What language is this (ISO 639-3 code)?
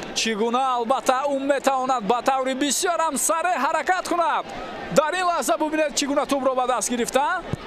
tgk